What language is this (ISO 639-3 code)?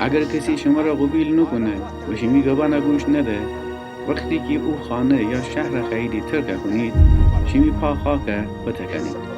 glk